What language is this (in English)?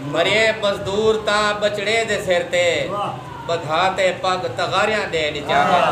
Saraiki